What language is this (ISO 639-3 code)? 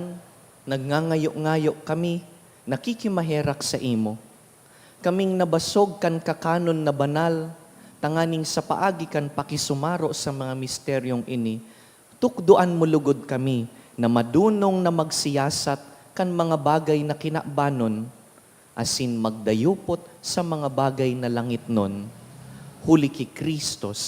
bik